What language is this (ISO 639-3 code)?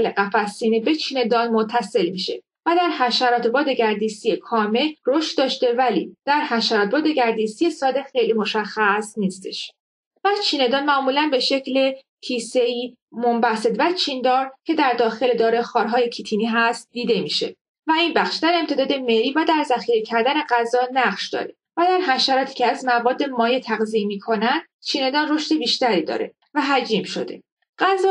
fas